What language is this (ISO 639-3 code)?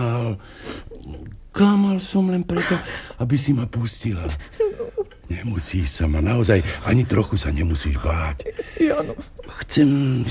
slk